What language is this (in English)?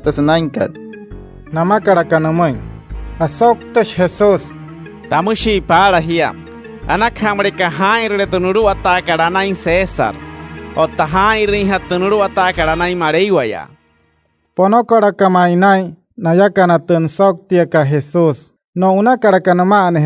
Wayuu